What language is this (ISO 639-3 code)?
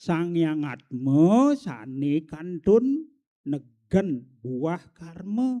ban